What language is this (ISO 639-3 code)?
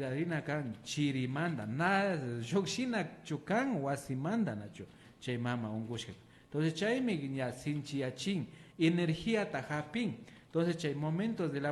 qvi